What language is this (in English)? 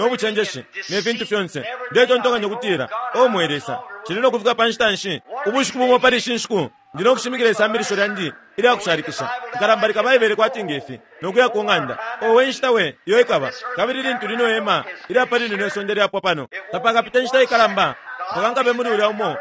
Bemba